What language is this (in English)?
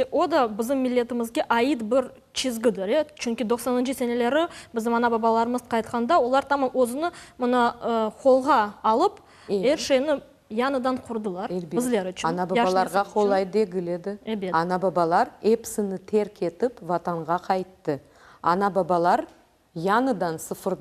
Crimean Tatar